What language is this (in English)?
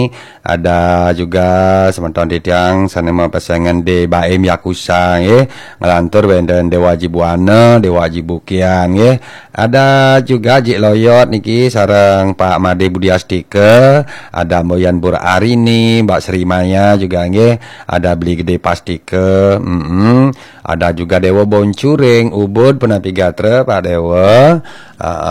Balinese